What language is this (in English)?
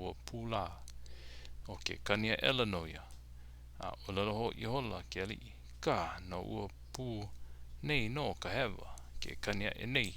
Hawaiian